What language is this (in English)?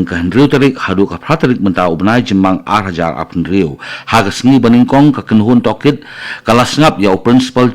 Khasi